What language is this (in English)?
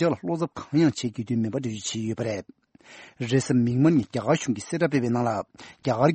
Tibetan